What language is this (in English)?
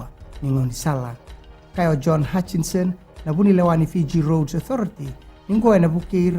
Fijian